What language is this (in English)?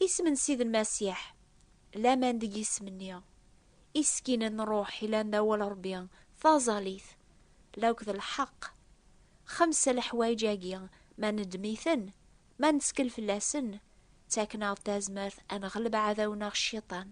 Kabyle